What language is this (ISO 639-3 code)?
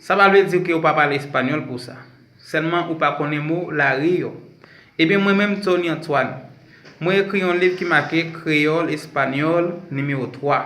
hat